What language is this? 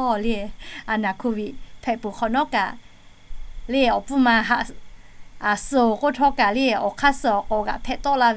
Lahu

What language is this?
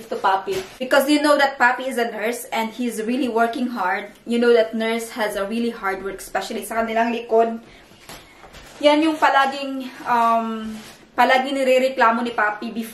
Filipino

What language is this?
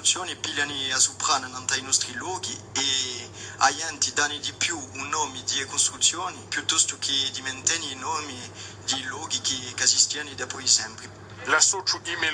Corsican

